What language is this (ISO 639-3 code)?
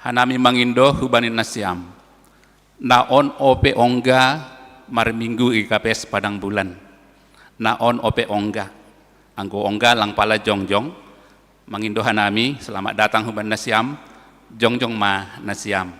bts